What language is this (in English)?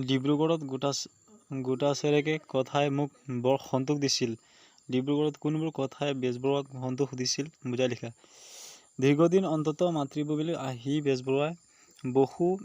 Assamese